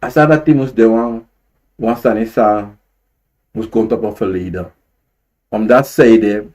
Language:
Sranan Tongo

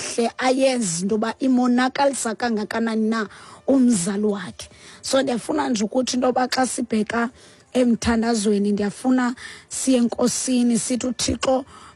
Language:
Xhosa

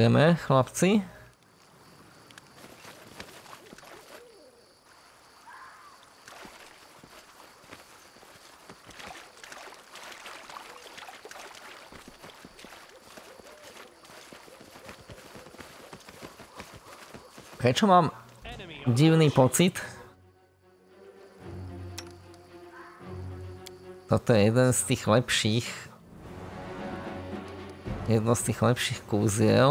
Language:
Slovak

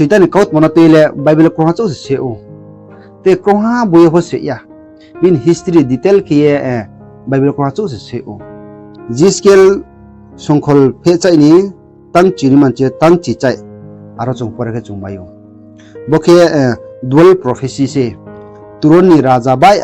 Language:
Riang (India)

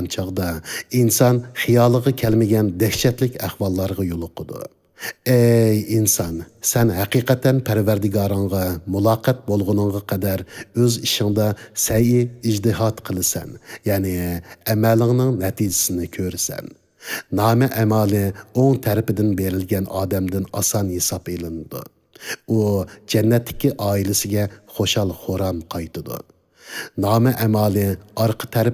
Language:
Uyghur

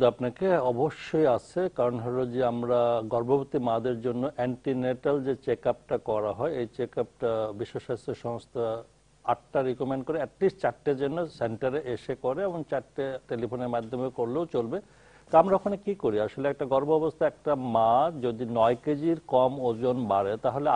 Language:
Bangla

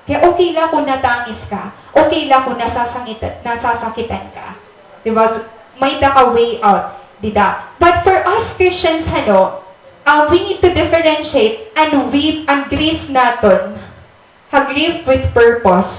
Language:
Waray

